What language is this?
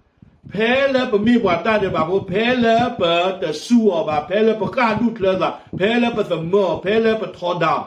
S'gaw Karen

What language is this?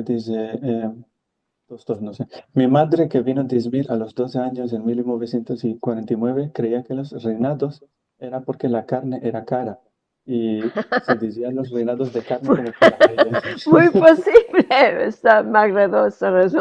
Ladino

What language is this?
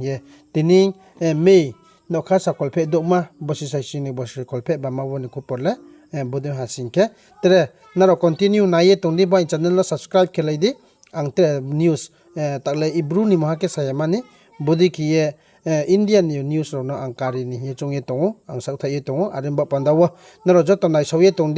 Riang (India)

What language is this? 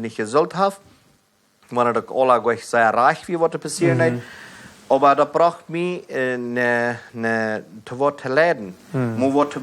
Plautdietsch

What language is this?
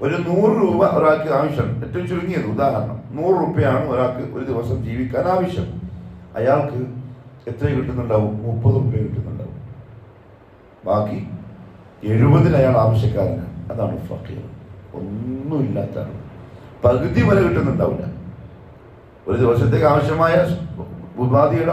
Malayalam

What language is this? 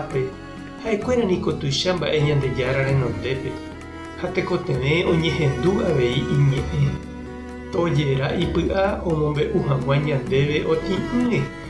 Guarani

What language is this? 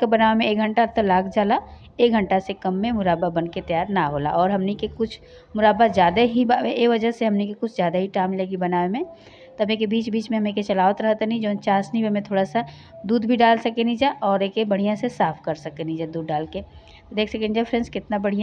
Bhojpuri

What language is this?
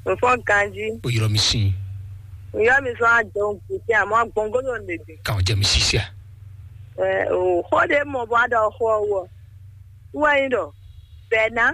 Fon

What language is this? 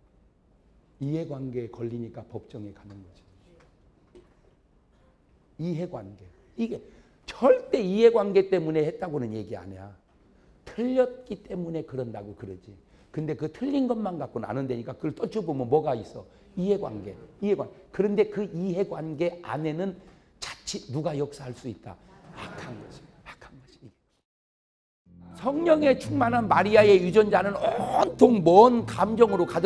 Korean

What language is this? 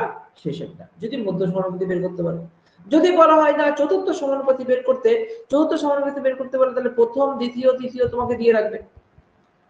Bangla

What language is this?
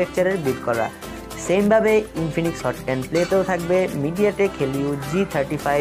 Bangla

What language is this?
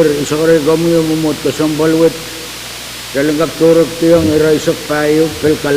Pohnpeian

